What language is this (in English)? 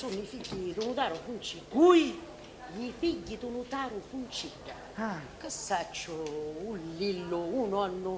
Sicilian